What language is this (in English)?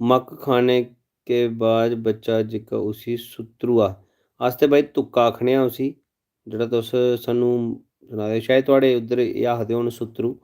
Dogri